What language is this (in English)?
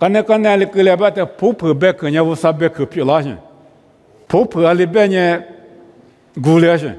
Lisu